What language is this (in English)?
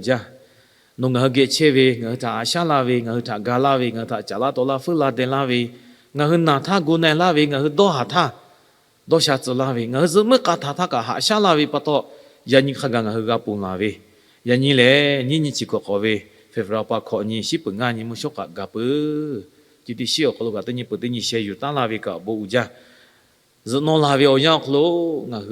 Lahu